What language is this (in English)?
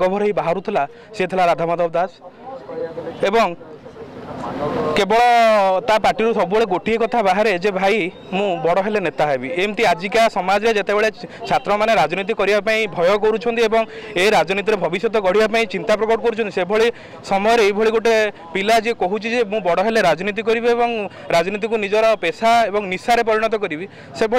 Odia